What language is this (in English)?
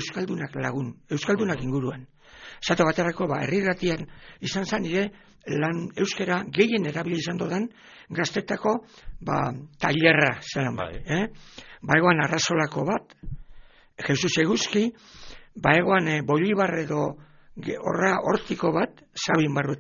Basque